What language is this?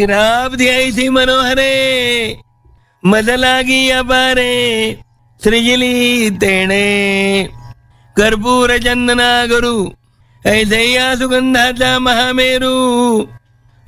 Marathi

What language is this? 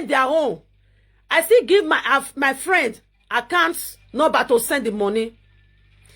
Nigerian Pidgin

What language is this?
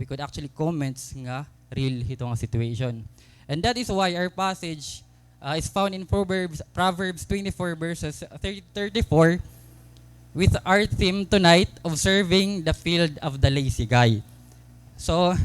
Waray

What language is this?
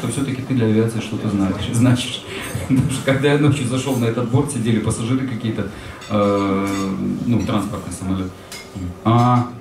Russian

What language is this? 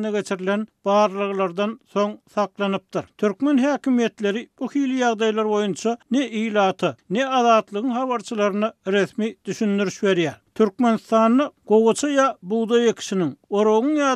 Turkmen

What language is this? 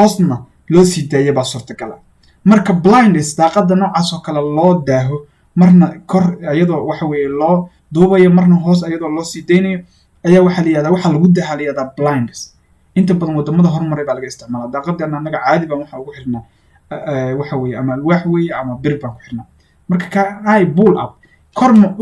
Somali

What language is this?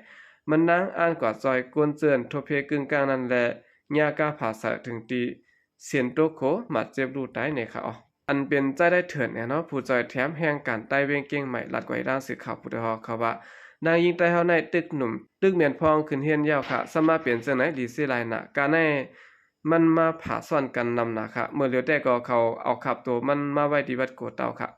Shan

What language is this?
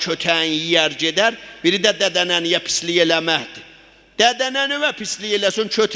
South Azerbaijani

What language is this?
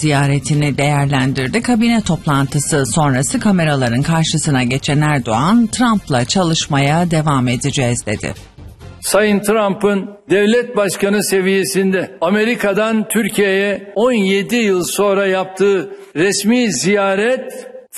Turkish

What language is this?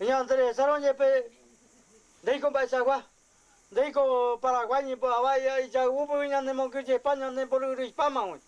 Guarani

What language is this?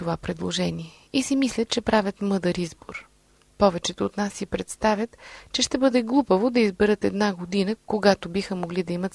Bulgarian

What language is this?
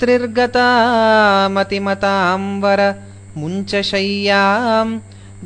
Sanskrit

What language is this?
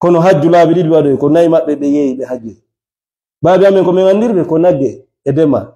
Fula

